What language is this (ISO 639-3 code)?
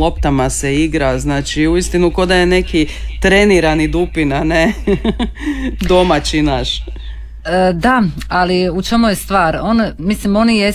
hrv